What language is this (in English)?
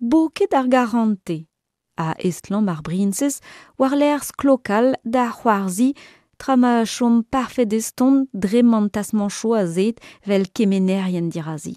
Breton